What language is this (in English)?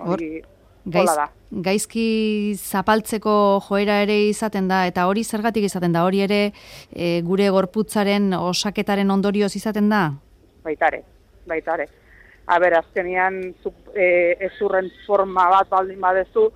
Basque